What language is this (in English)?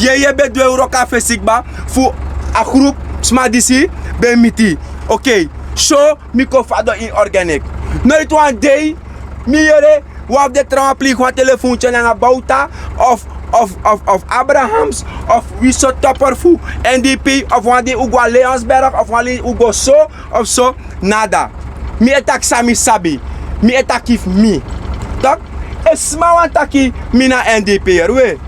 Sranan Tongo